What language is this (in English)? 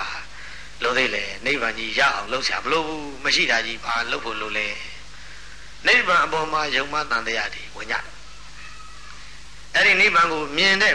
Burmese